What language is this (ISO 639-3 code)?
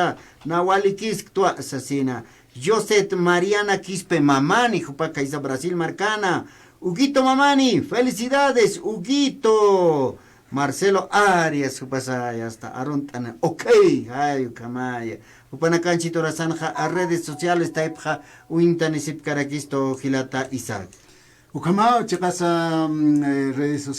aym